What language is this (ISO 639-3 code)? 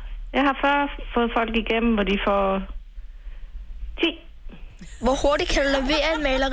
dan